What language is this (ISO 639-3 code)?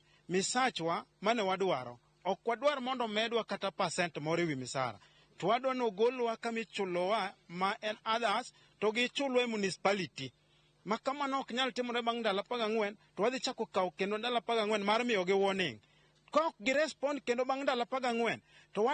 luo